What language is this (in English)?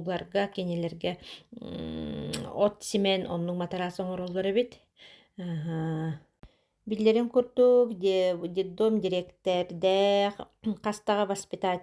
Yakut